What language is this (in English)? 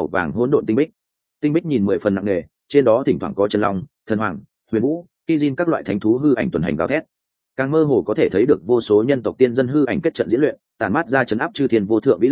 Vietnamese